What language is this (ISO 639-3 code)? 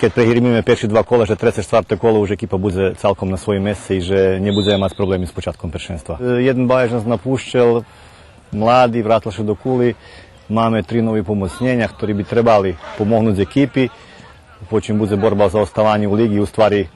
rue